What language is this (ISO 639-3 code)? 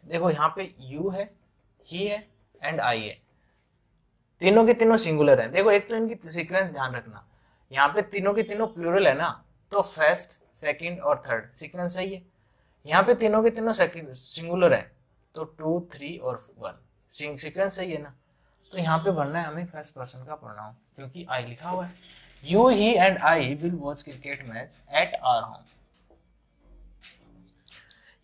hin